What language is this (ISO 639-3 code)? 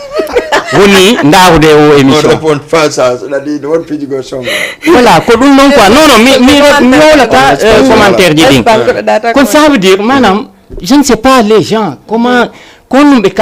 ful